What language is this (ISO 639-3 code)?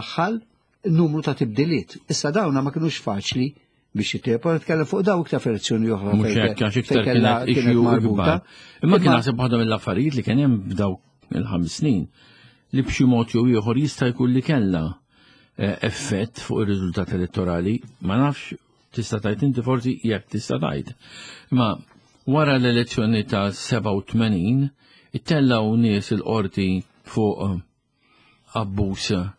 mlt